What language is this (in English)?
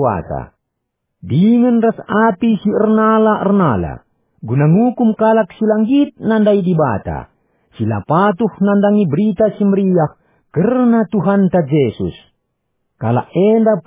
Batak Karo